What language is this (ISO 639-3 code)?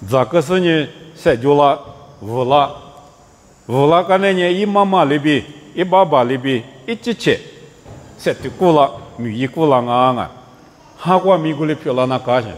lis